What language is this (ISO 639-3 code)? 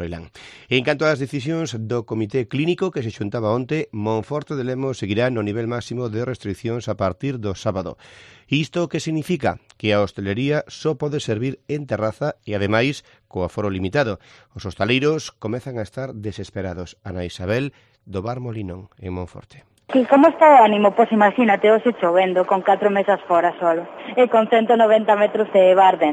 glg